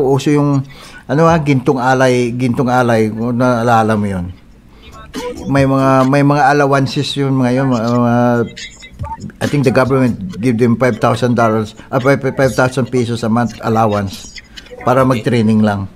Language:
Filipino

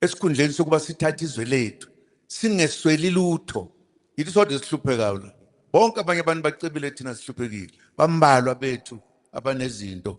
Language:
Zulu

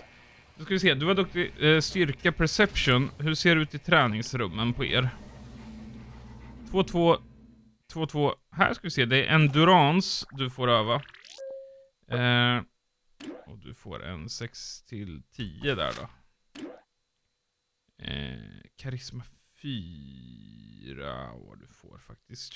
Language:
Swedish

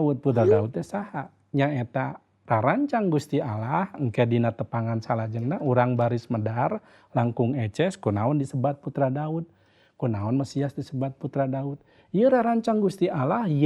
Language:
Sundanese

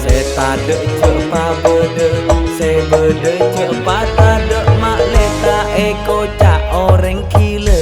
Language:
Madurese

